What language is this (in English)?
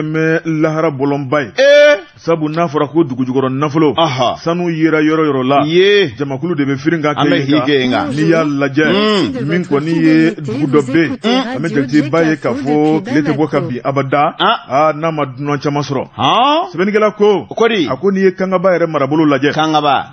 Bambara